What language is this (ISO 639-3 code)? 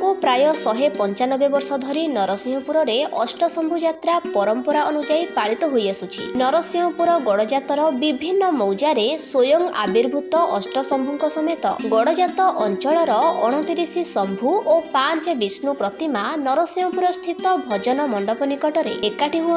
ori